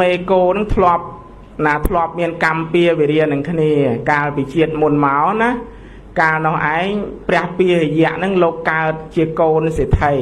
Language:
Khmer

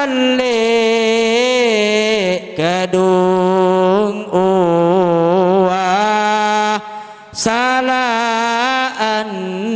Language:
Sasak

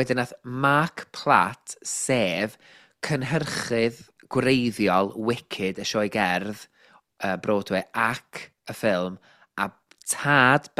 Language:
Welsh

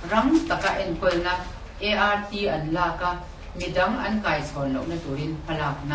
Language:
Mizo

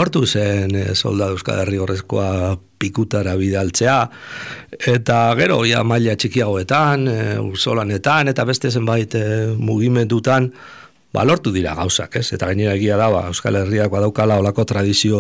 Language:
Basque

